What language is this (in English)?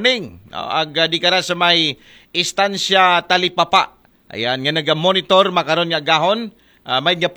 Aklanon